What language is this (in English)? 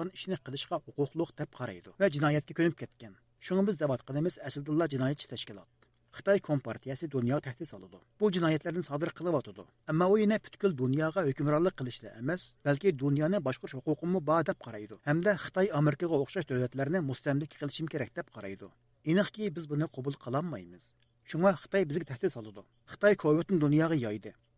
Uyghur